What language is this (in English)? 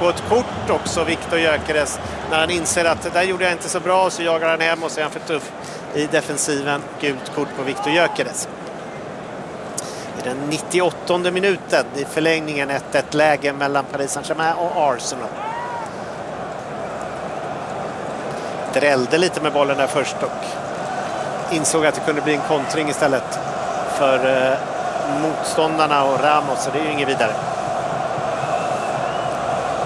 Swedish